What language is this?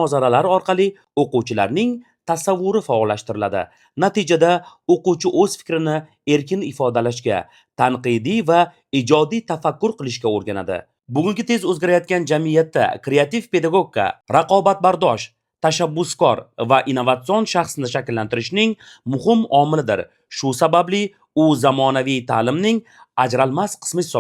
Uzbek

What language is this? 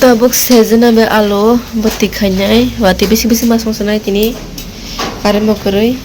Kok Borok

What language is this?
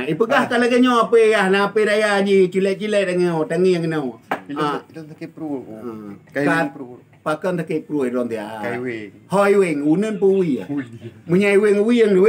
Achinese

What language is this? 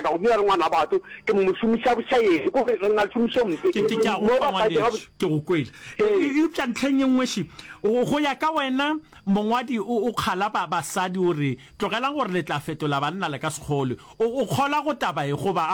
Northern Sotho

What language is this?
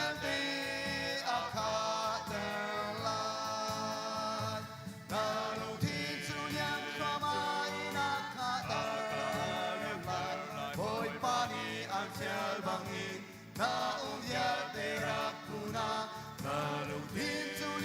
Hakha Chin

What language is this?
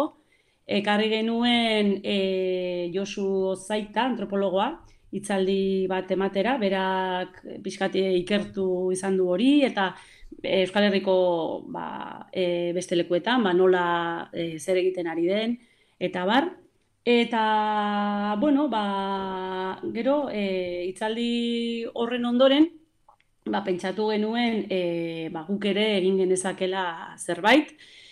Basque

